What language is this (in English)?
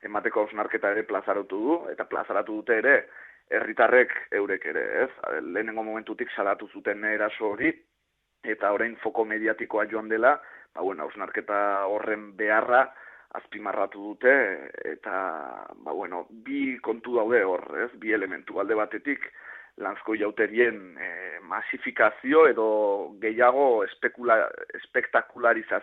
Basque